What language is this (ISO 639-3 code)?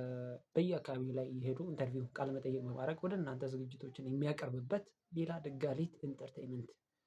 amh